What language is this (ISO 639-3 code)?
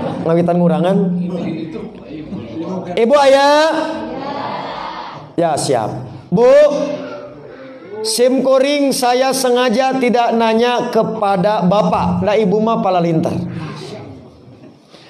sun